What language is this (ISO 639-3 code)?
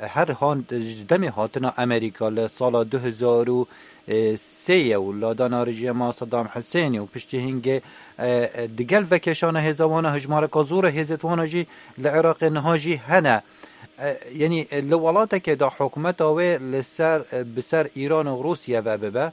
kur